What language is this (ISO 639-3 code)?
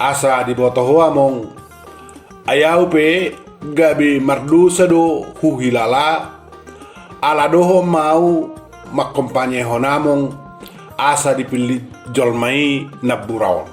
bbc